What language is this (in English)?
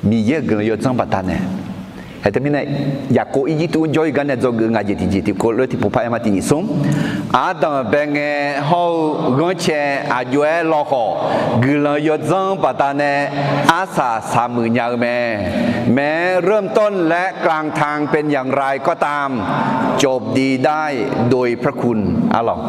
Akha